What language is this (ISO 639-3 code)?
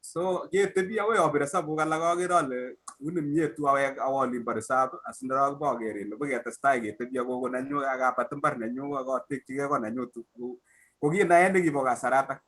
kln